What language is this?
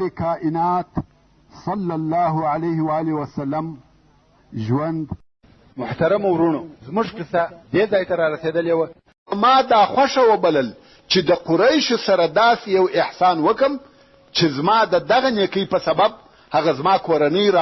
Pashto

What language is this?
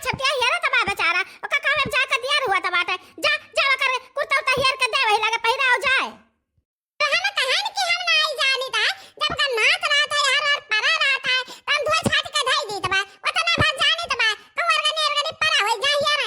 Awadhi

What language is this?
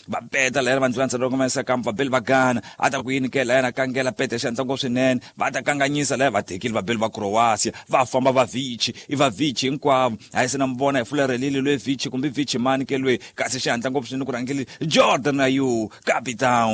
Tsonga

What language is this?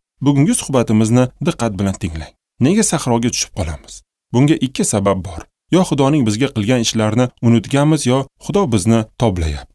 Uzbek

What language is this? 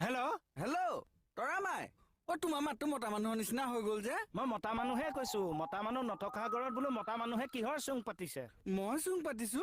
Assamese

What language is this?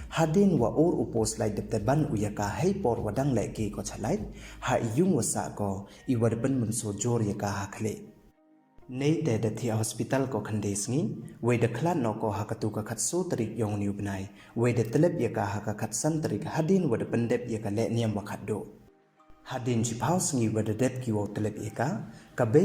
Pnar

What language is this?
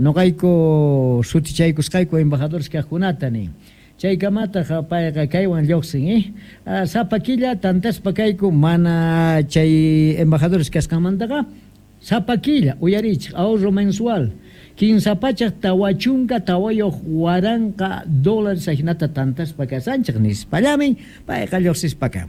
Quechua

